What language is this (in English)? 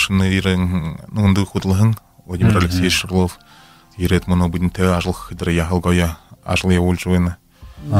Buriat